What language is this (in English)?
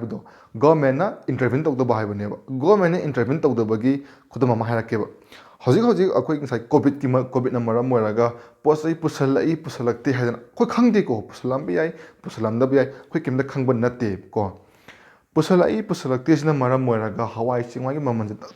Manipuri